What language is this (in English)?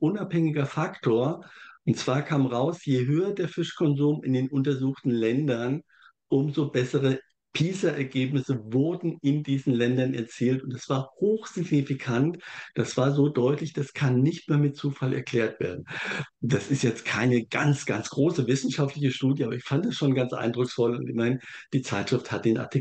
German